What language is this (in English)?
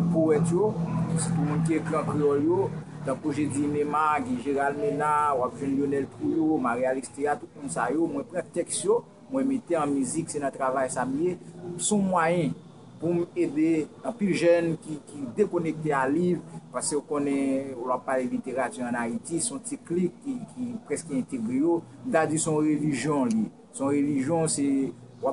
Haitian Creole